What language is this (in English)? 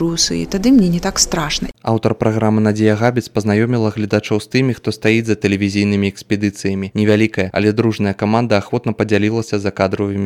Belarusian